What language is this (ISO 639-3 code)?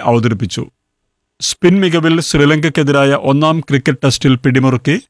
mal